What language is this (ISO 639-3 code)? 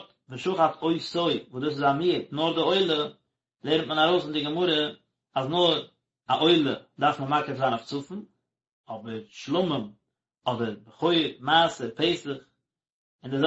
yid